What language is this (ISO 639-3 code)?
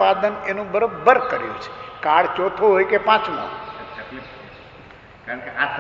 guj